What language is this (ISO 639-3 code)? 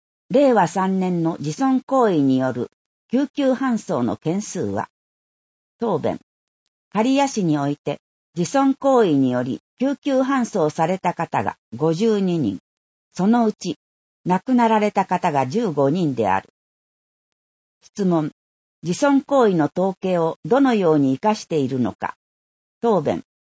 jpn